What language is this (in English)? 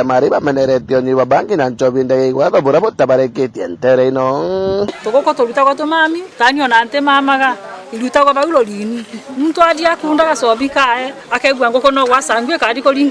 Meru